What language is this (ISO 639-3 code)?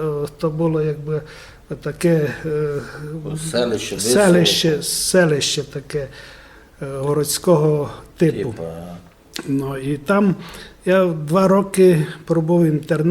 rue